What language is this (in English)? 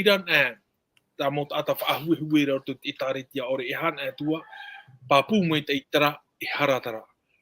Tahitian